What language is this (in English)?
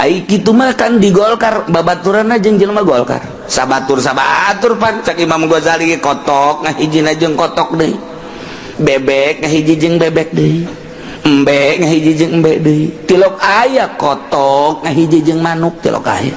Sundanese